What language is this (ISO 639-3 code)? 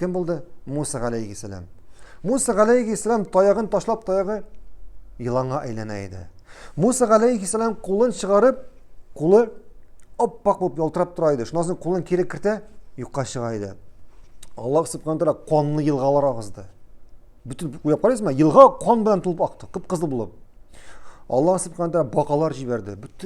tat